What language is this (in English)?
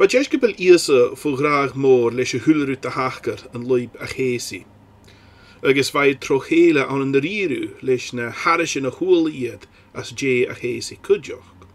Scottish Gaelic